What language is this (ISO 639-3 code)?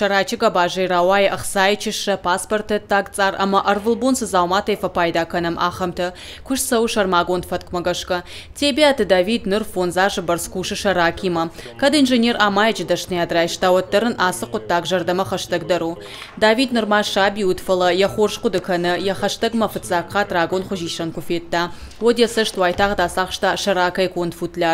oss